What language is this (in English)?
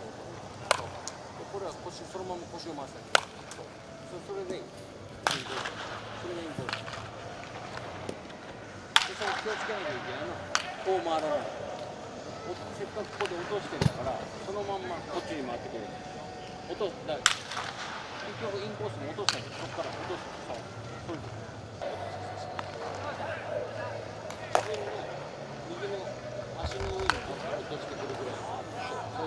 Japanese